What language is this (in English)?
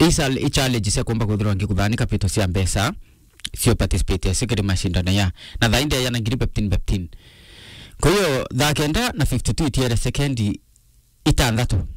Meru